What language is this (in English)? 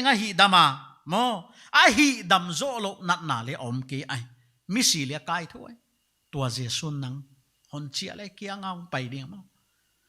Paite Chin